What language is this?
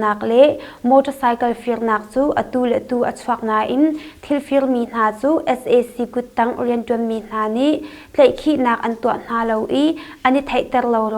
Hakha Chin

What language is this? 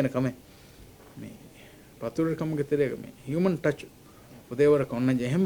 Divehi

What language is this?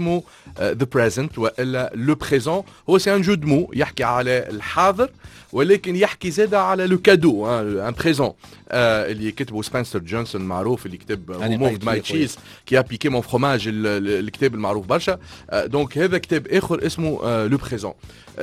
Tunisian Arabic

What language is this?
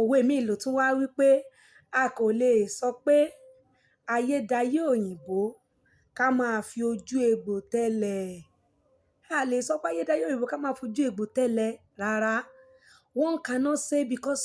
Yoruba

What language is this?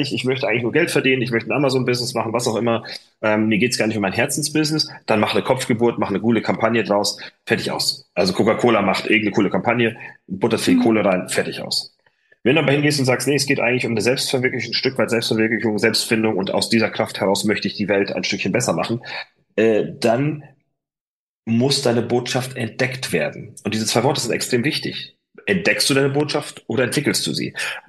German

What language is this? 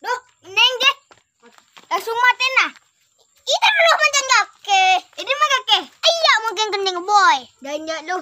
Madurese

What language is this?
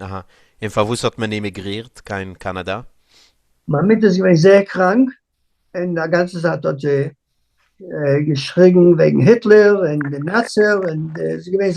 Yiddish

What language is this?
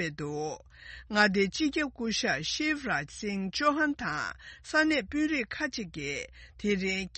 Tibetan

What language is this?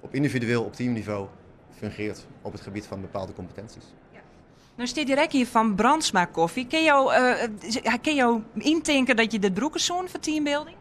Western Frisian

